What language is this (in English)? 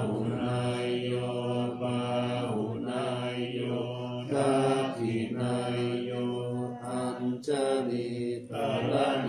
Pali